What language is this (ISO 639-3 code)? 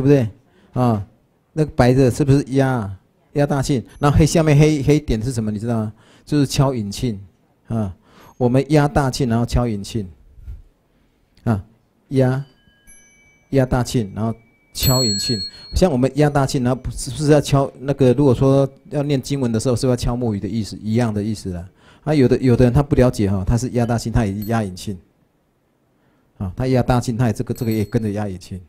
zho